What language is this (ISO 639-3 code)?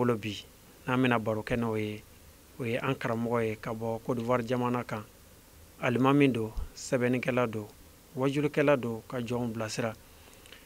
bam